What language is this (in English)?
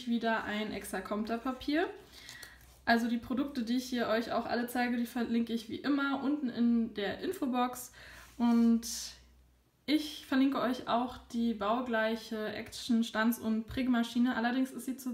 German